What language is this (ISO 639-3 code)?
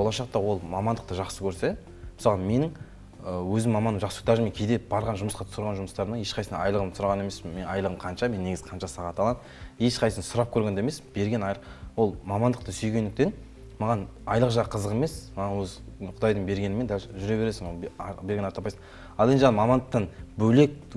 kaz